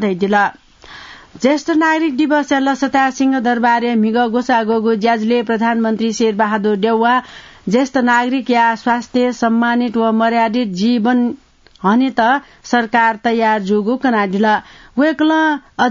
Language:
Newari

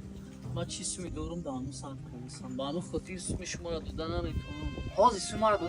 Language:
Tajik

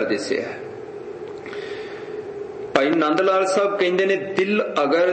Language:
Punjabi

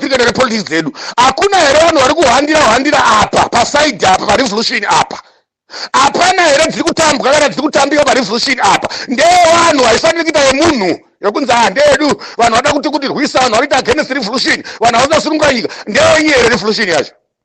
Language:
Shona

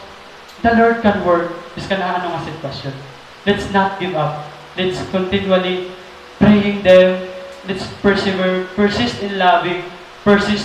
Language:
Waray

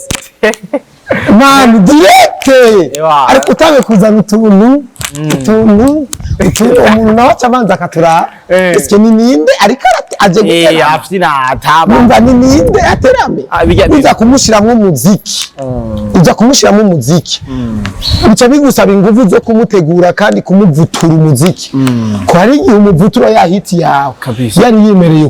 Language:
Rundi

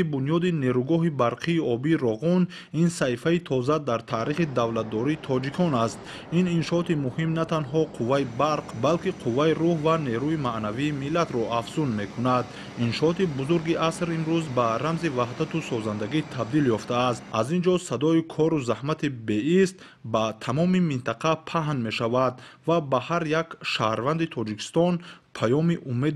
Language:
Tajik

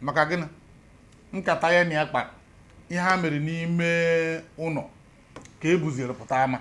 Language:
Igbo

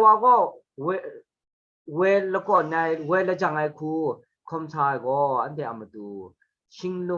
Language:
Kachin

